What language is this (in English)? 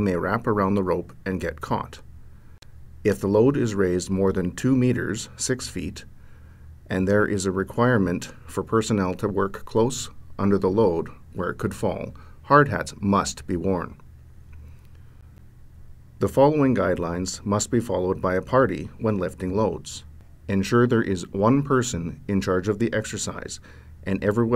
English